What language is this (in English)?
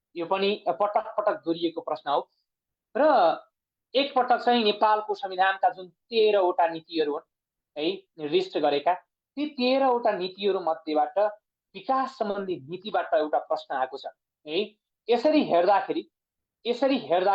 Nepali